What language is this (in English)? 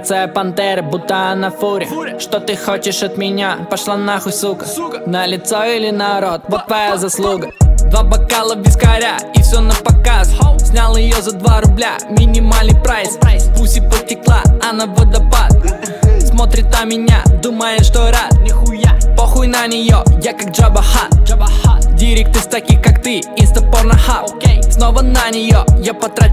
Russian